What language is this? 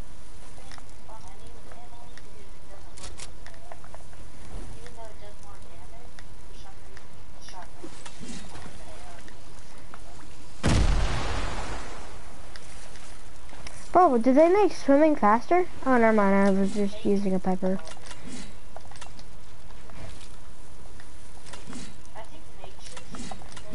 English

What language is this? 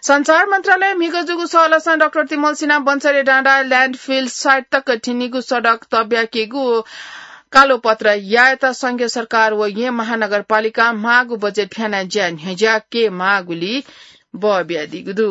Newari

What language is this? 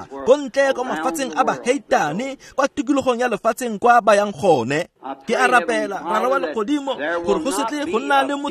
Tswana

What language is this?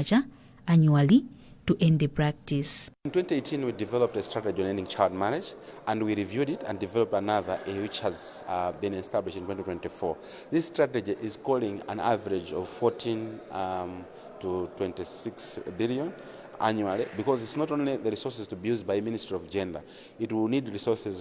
English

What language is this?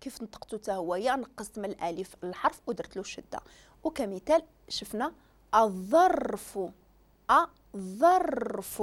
Moroccan Arabic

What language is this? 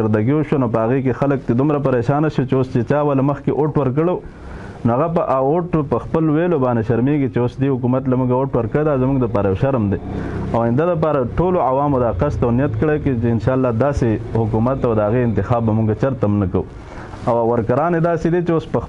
Pashto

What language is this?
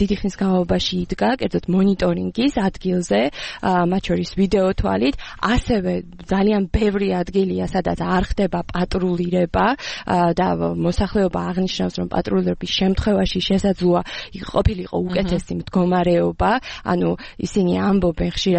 Georgian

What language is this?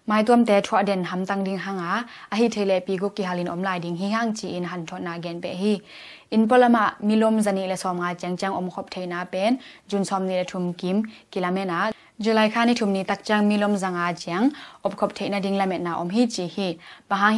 Tedim Chin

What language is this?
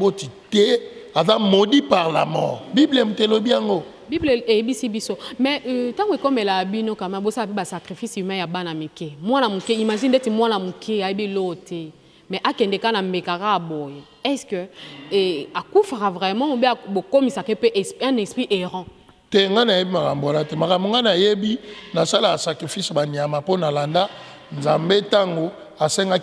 Lingala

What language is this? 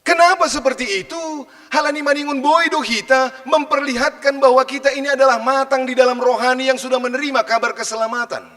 Batak Simalungun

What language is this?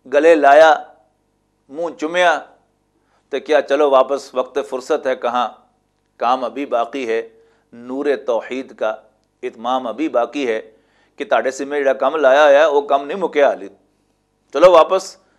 Western Panjabi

